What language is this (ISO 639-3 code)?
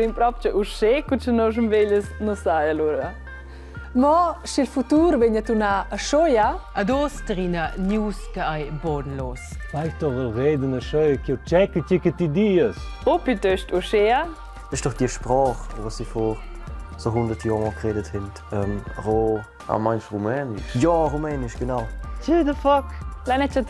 roh